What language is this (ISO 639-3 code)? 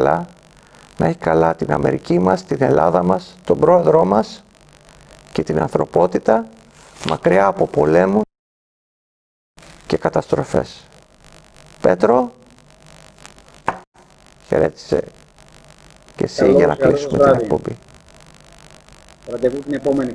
ell